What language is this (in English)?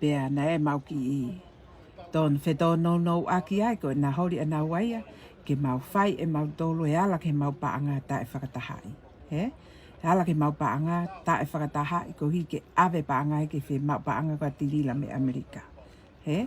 Tongan